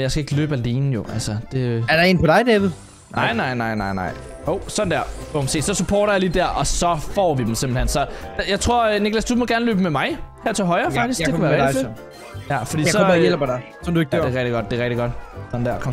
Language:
Danish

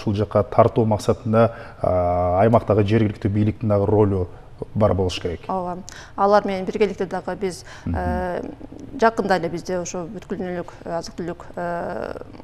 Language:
Kyrgyz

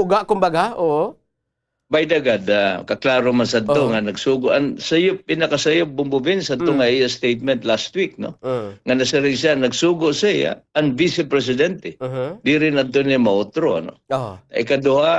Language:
Waray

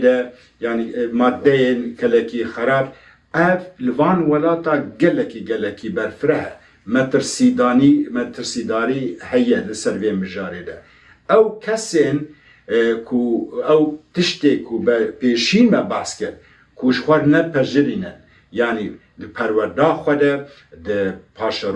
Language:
Kurdish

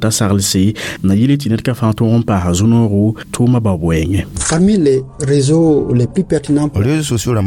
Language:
Mossi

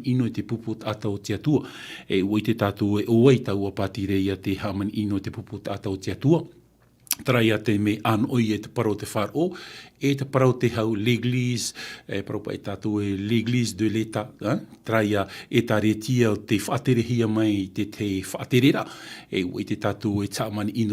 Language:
Tahitian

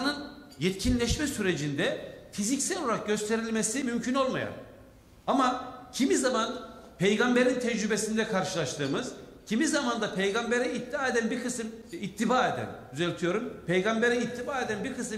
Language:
Turkish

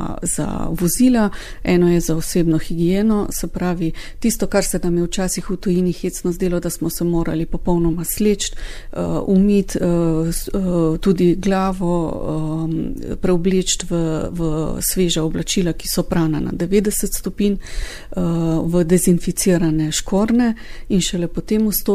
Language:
Slovenian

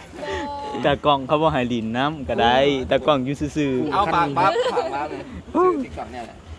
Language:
Northeastern Thai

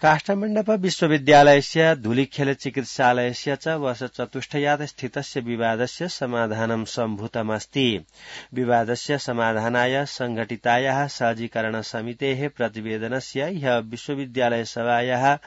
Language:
Sanskrit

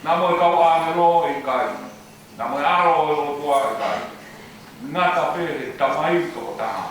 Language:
Tongan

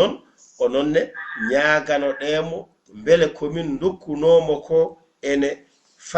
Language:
Fula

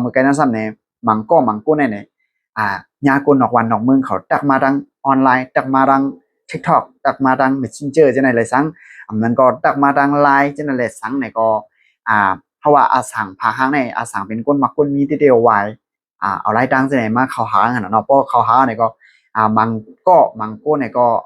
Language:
Shan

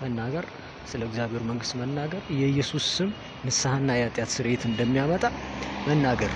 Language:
Amharic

